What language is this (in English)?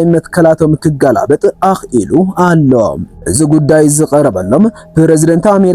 Tigrinya